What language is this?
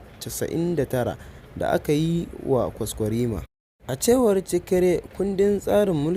Hausa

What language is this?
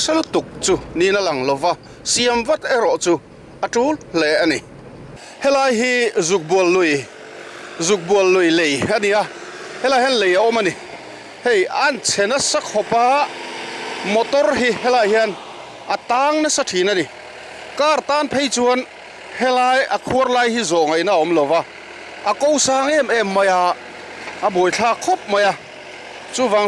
Mizo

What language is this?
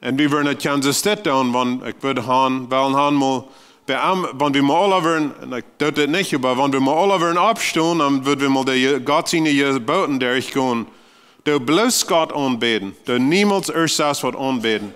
Plautdietsch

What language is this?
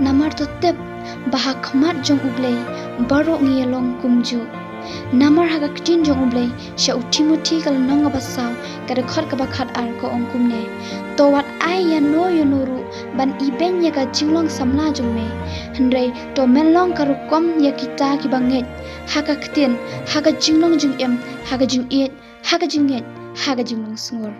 Khasi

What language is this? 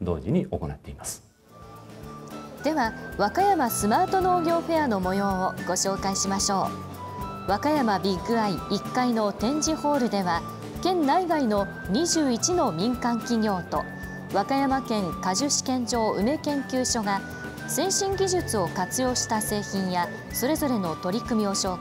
Japanese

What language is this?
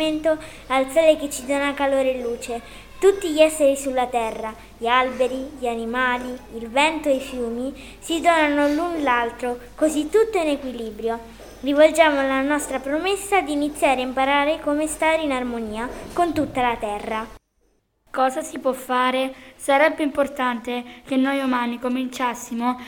Italian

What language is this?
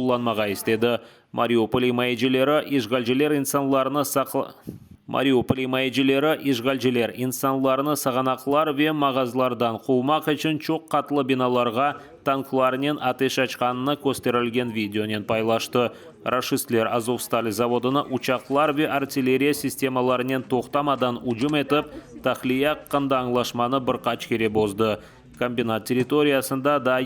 Crimean Tatar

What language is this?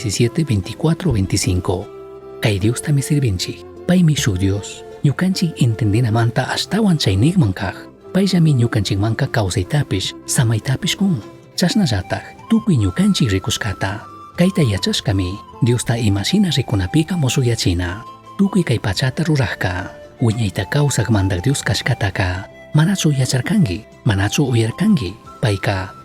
Chimborazo Highland Quichua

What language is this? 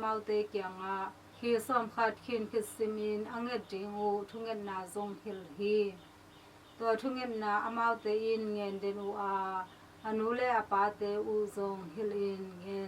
Tedim Chin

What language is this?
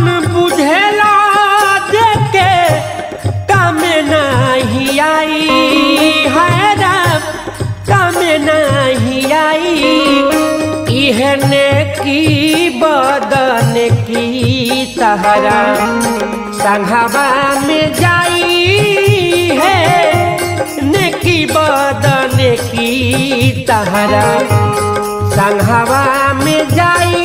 Bhojpuri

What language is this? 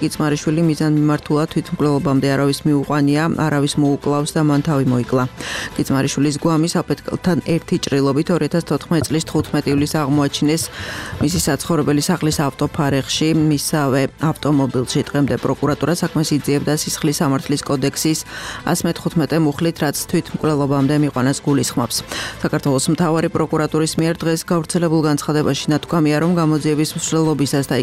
Georgian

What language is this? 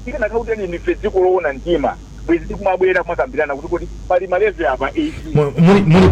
Nyanja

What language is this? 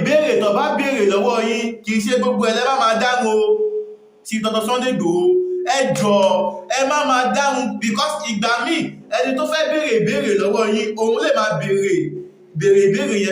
Yoruba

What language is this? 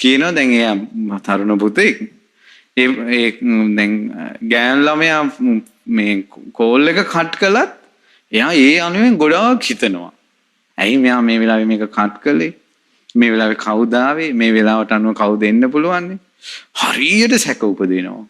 Sinhala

